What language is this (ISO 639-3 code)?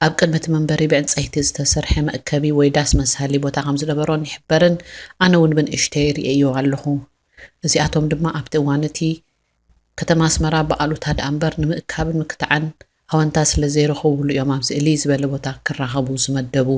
tir